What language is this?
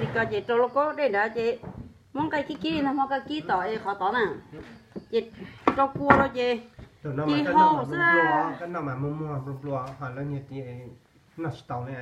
Hmong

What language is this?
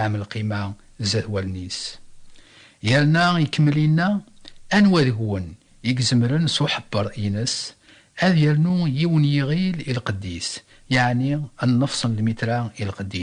Kabyle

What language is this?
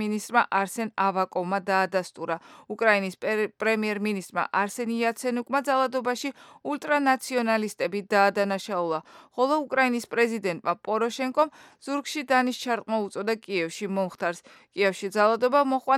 Georgian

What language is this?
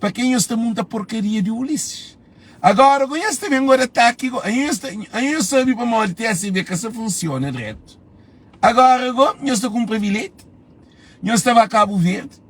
Kabuverdianu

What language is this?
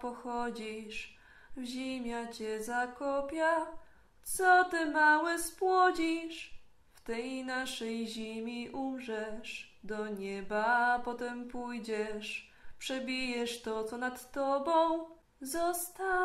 Silesian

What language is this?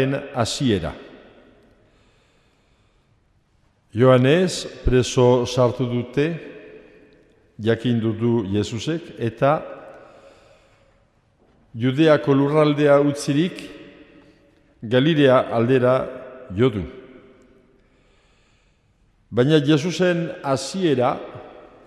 Basque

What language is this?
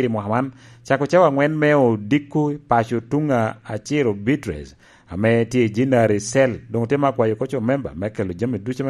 Lango (Uganda)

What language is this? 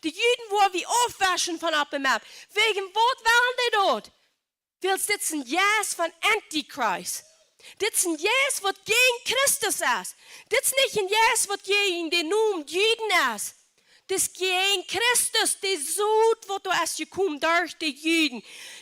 Plautdietsch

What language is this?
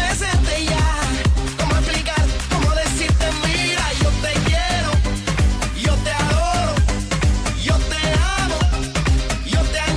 Spanish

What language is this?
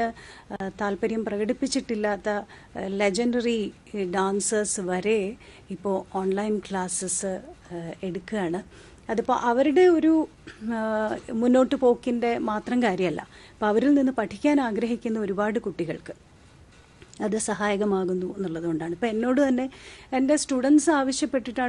Malayalam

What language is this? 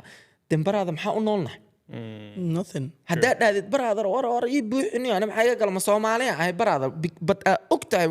Somali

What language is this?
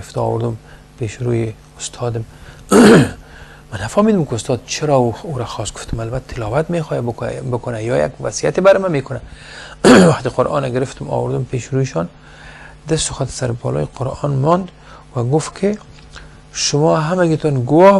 Persian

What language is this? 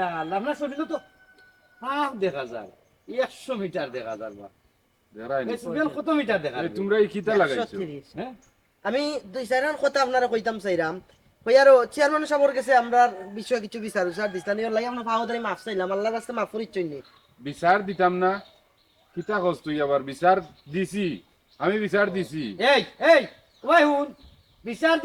Sylheti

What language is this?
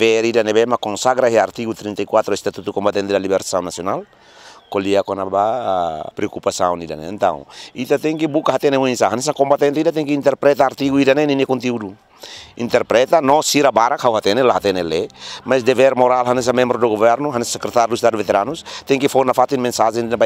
Tetum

